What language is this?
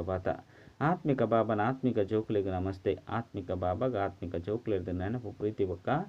Tulu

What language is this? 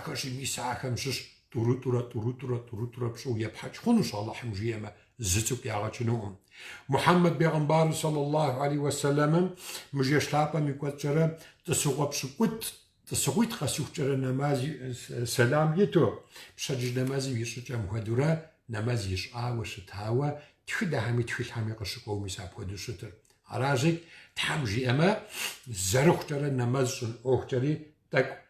Kabardian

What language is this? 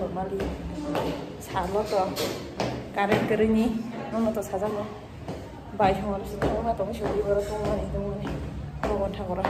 Kok Borok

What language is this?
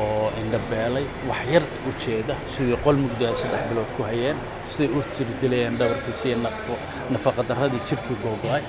Somali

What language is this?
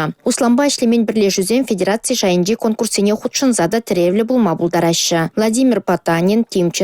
Chuvash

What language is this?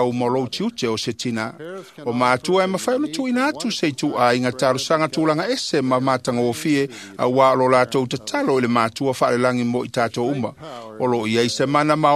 Samoan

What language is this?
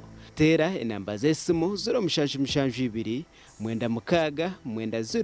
Nyankole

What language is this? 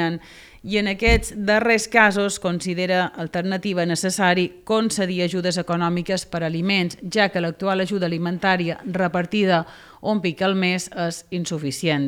Catalan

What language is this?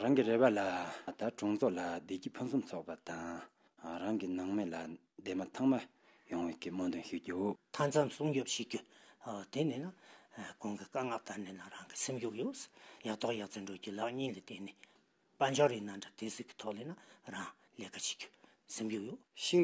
Tibetan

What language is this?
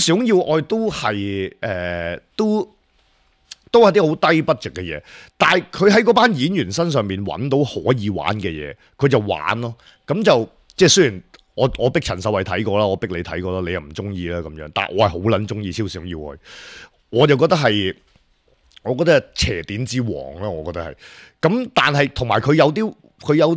Cantonese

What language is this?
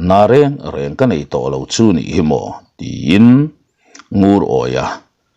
Mizo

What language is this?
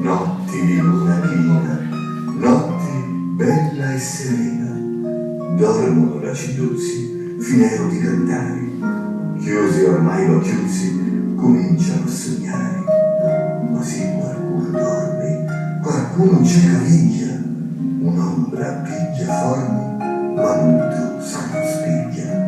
Sicilian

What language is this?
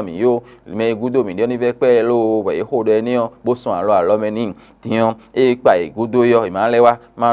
Fon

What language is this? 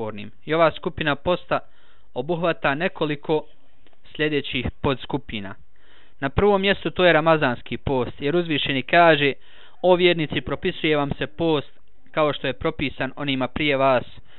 Bosnian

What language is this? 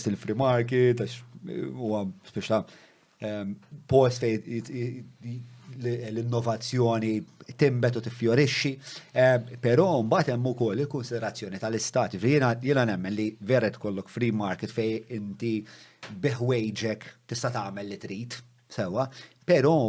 Maltese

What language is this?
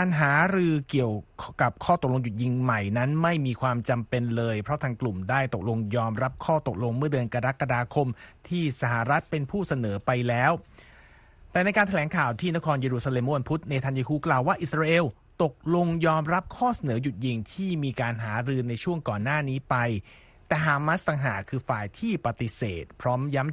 Thai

